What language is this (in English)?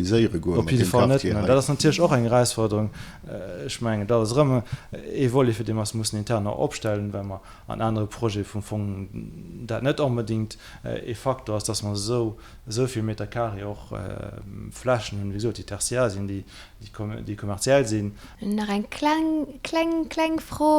Luxembourgish